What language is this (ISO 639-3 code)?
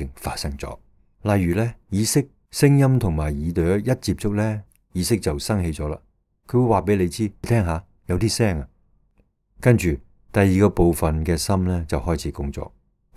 yue